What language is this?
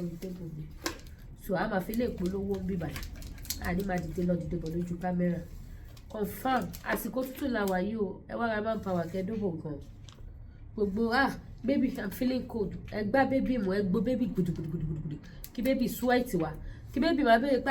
Yoruba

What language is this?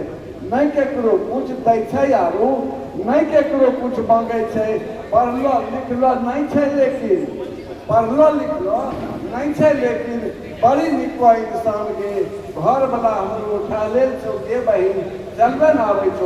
Angika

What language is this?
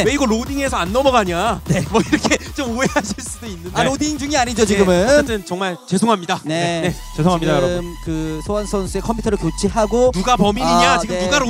Korean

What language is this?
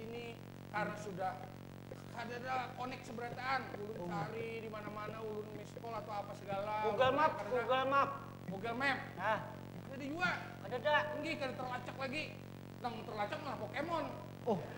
Banjar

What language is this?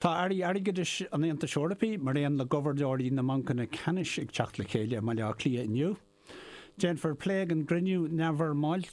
Irish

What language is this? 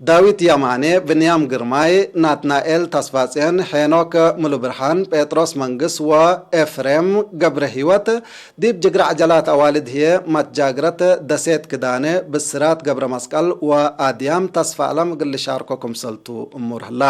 Tigre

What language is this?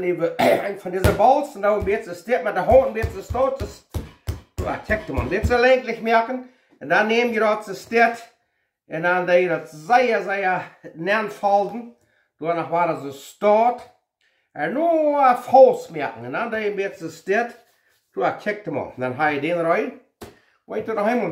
Plautdietsch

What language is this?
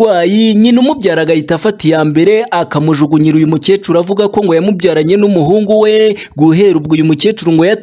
Kinyarwanda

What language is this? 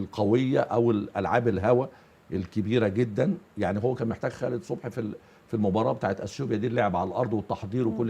Egyptian Arabic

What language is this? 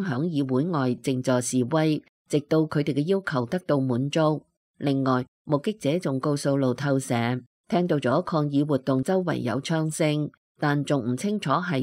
Cantonese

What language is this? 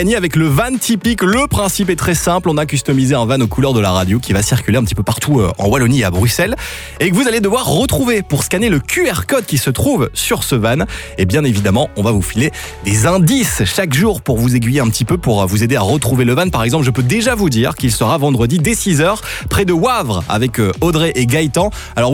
French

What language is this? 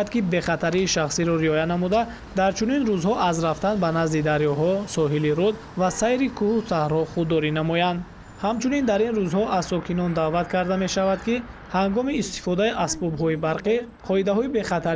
Tajik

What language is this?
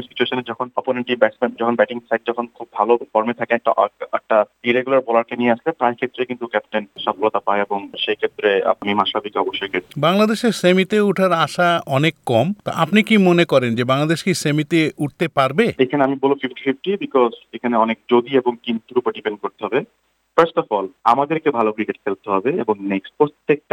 Bangla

